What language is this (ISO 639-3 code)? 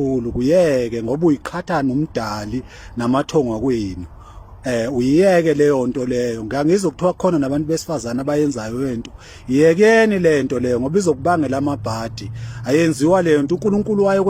zul